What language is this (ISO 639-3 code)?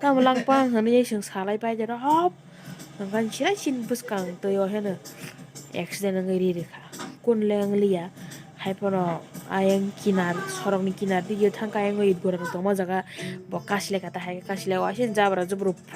trp